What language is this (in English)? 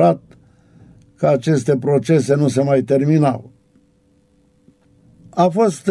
Romanian